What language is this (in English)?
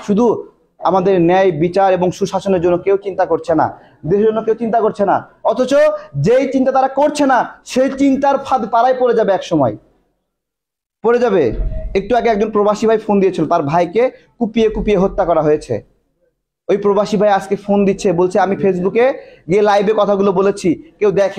Bangla